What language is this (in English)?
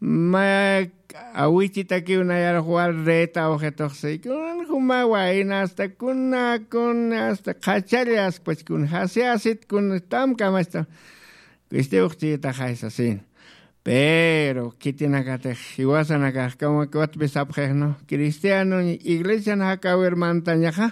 Aymara